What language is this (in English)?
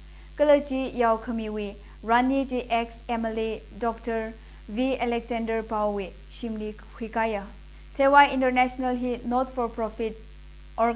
Tangkhul Naga (India)